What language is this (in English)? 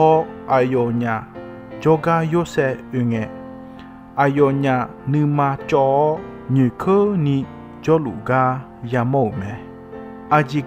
Akha